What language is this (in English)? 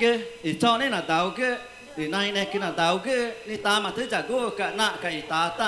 Ticuna